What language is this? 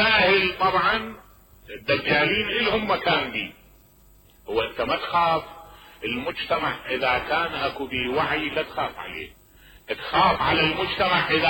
Mesopotamian Arabic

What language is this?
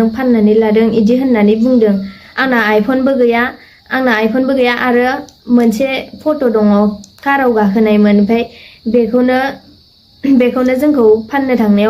Bodo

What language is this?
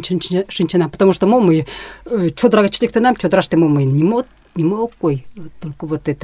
Mari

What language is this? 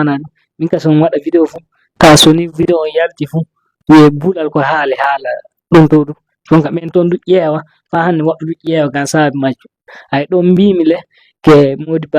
Fula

